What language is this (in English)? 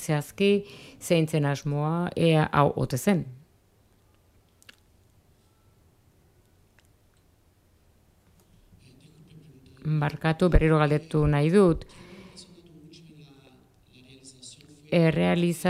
Basque